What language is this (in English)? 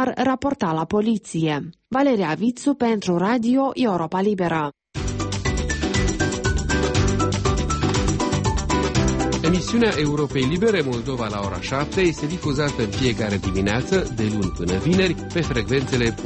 Romanian